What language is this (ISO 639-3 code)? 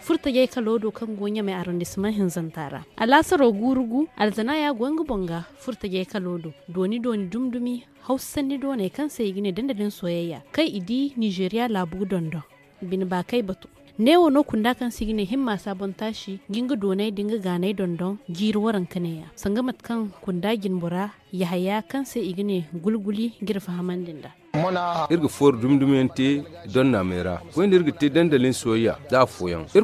dje